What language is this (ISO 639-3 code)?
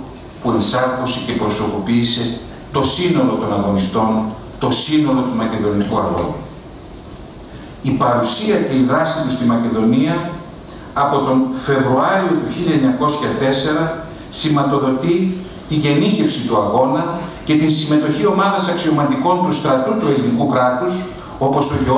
ell